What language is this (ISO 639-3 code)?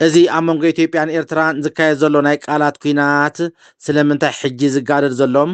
tir